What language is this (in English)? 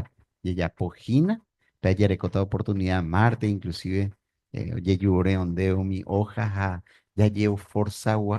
Guarani